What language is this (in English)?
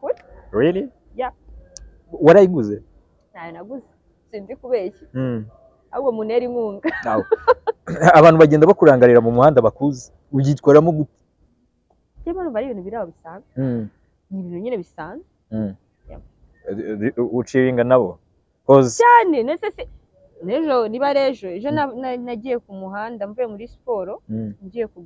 Kinyarwanda